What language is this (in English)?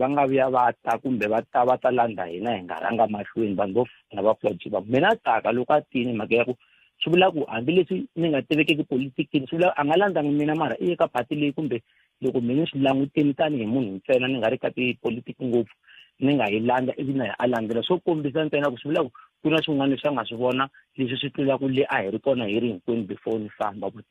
Tsonga